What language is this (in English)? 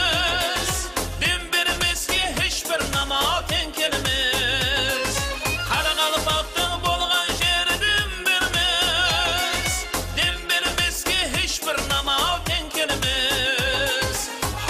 Kara-Kalpak